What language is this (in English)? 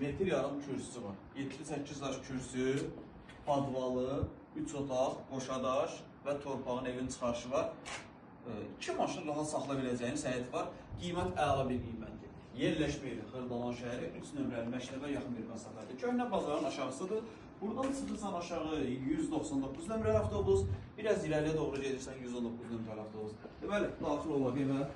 Azerbaijani